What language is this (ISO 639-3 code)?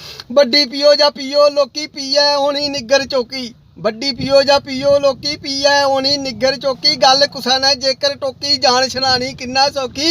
doi